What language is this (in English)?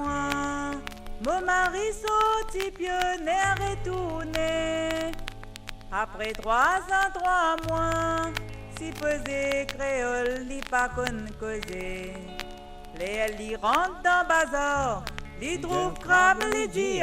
Morisyen